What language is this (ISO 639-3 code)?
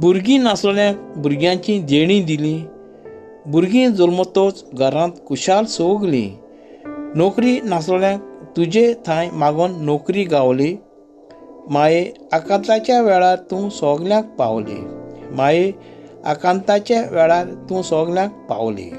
kok